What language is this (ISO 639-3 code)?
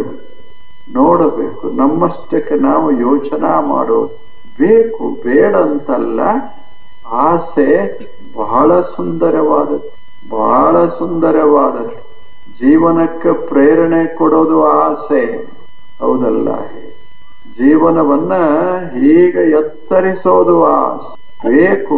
kan